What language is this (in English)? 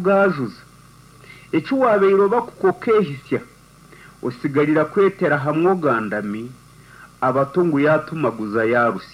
Nyankole